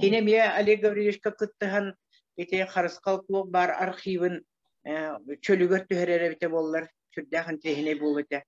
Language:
Yakut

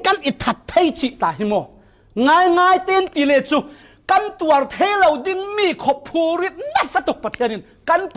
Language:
Falam Chin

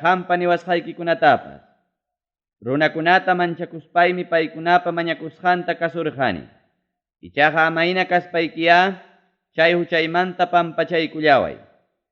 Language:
Ayacucho Quechua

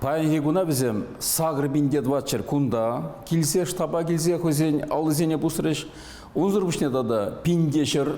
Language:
Chuvash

